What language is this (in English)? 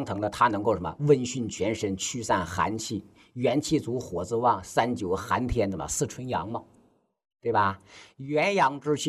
Chinese